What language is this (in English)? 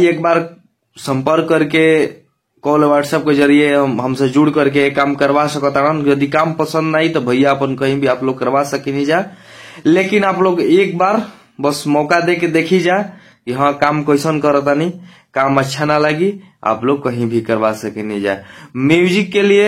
Bhojpuri